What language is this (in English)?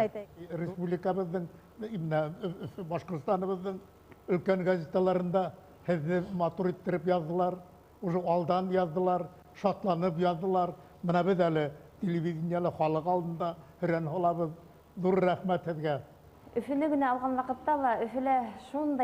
Bashkir